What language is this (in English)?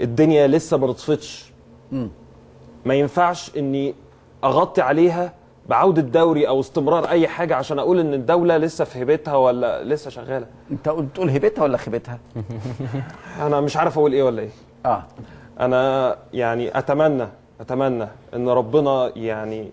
Egyptian Arabic